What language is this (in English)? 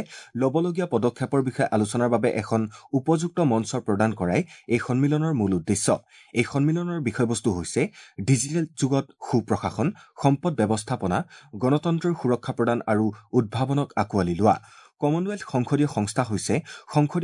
Assamese